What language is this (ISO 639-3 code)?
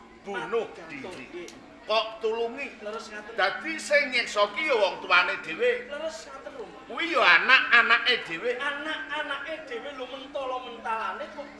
jav